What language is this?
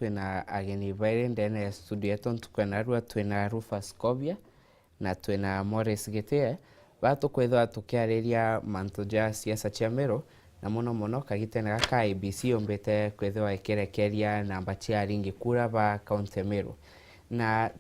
Meru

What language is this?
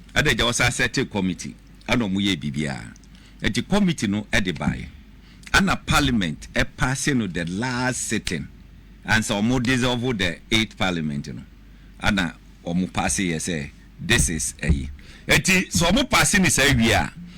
Akan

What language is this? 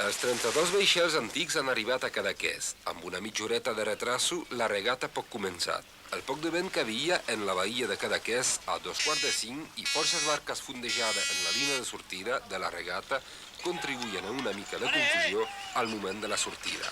Occitan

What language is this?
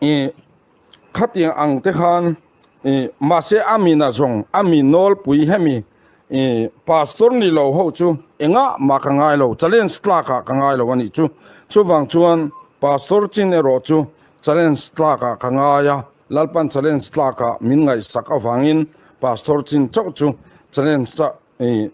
Mizo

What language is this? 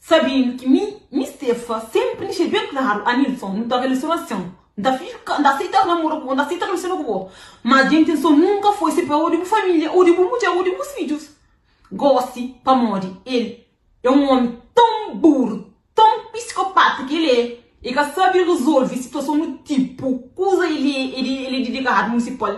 Kabuverdianu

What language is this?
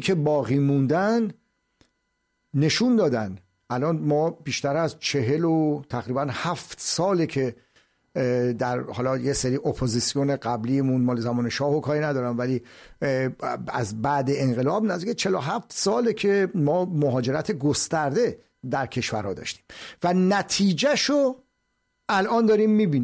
Persian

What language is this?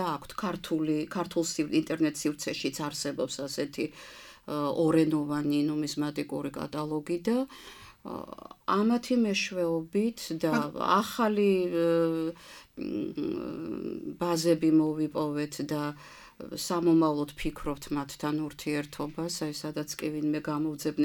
Georgian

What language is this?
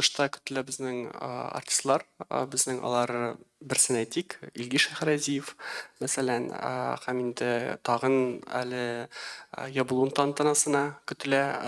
Tatar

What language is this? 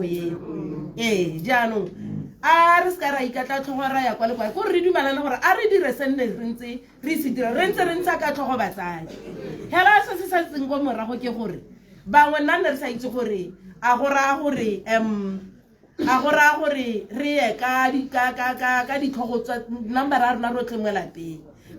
Tswana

